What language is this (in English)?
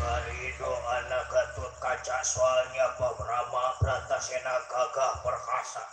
Betawi